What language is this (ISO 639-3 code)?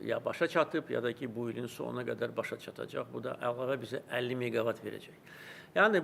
aze